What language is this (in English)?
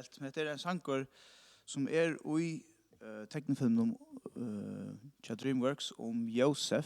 Faroese